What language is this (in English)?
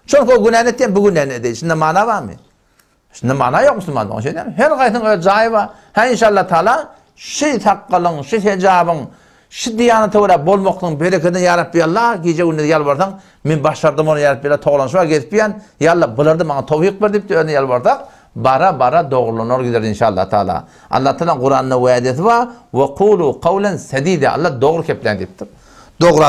Turkmen